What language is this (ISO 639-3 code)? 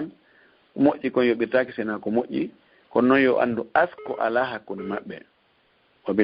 ful